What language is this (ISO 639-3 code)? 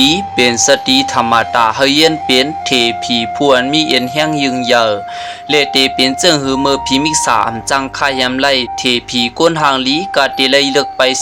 shn